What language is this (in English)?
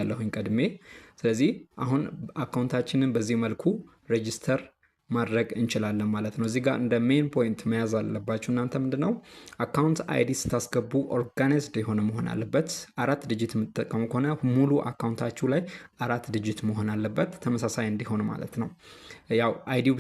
Amharic